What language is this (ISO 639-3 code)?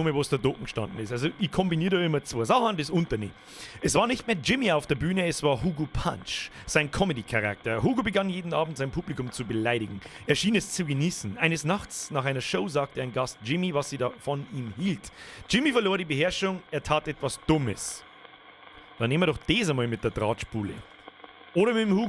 bar